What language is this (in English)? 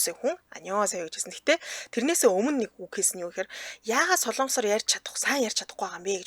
Mongolian